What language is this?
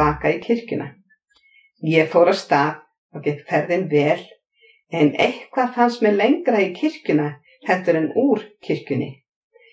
Icelandic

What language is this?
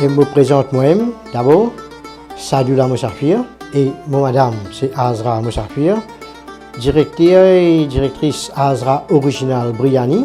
Morisyen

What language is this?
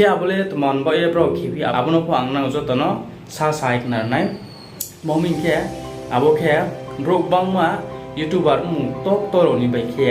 Riang (India)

